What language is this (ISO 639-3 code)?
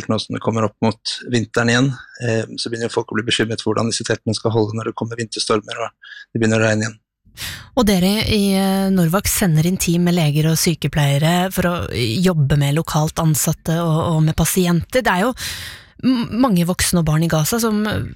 nor